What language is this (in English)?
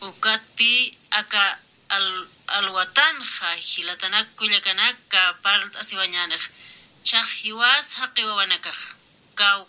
Aymara